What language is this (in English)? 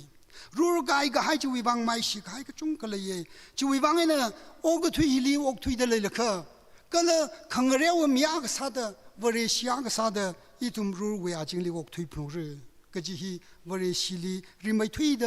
Tangkhul Naga (India)